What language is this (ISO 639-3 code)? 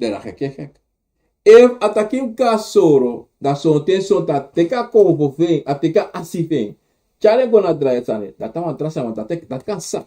srn